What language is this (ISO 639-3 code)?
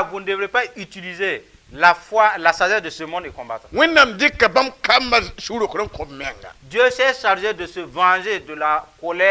mos